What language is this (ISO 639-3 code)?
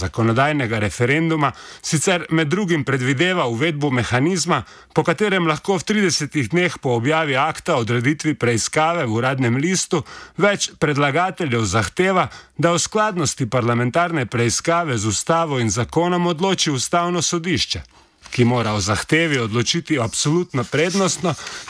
slv